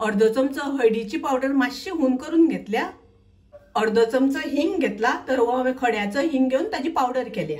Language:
Konkani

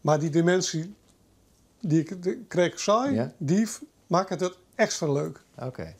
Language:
Western Frisian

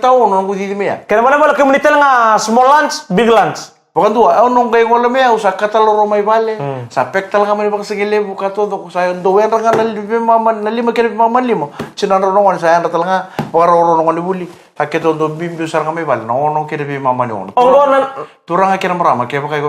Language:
Fijian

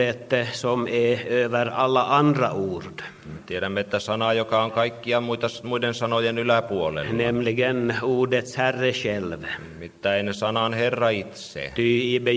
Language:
Swedish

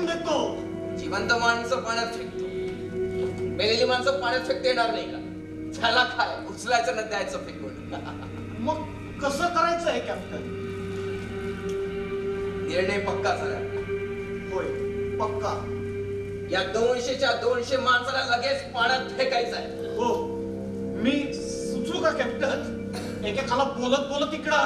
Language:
Marathi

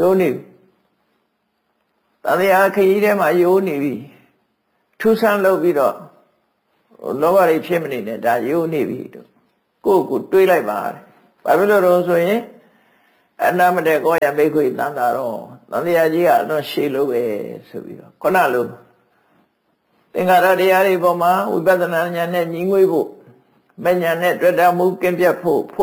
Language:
Burmese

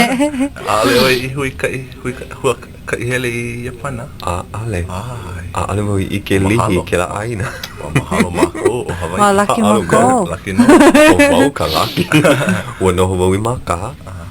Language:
Hawaiian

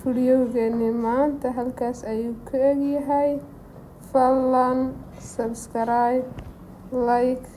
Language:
Somali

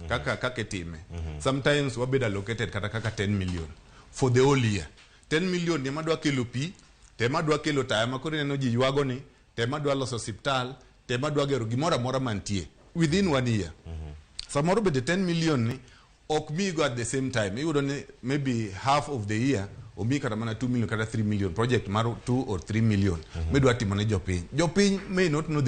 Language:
Luo (Kenya and Tanzania)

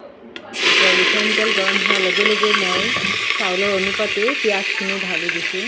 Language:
Assamese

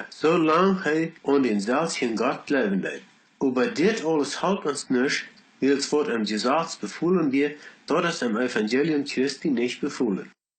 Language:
Plautdietsch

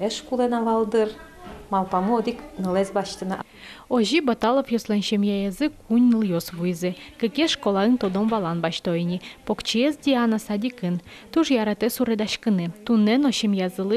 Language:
Udmurt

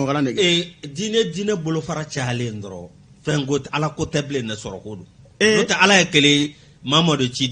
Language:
Bambara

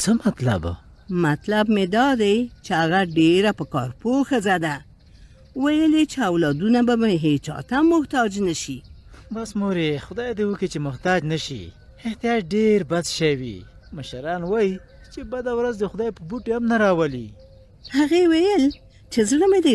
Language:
Pashto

